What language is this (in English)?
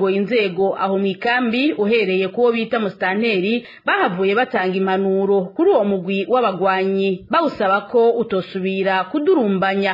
Rundi